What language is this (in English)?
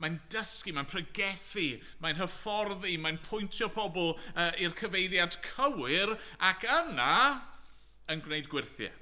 Welsh